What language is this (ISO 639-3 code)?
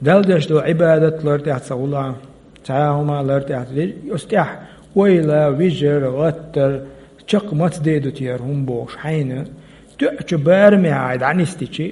che